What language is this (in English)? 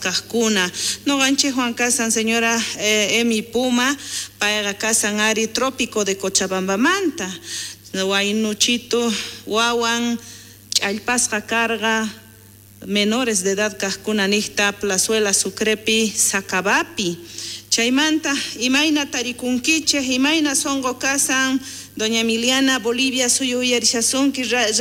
South Bolivian Quechua